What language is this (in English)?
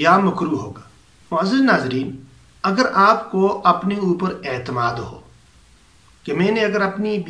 Urdu